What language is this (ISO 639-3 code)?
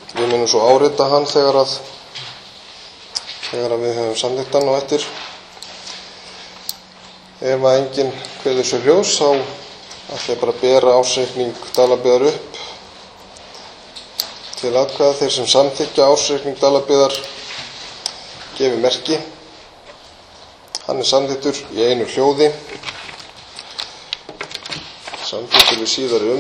isl